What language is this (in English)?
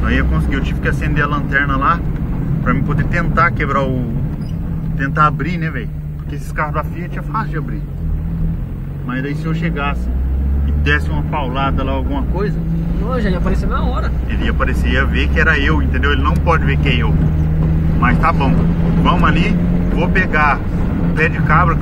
Portuguese